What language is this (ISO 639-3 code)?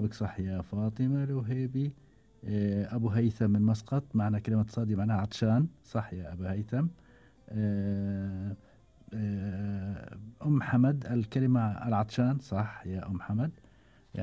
afb